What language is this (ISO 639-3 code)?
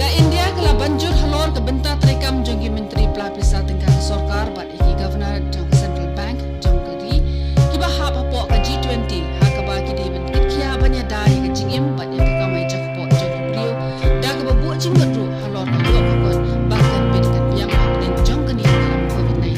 kha